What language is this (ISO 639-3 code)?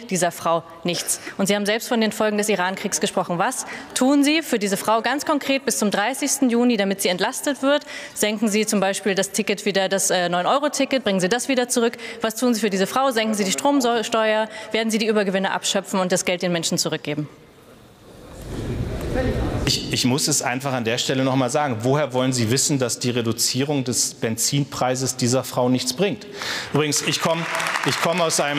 deu